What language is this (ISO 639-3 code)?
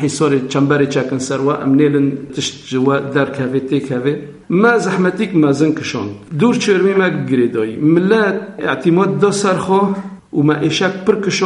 kur